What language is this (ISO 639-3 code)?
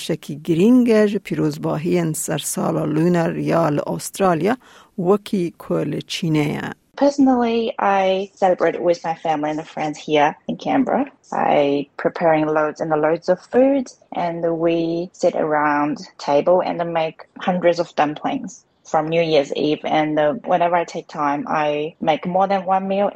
kur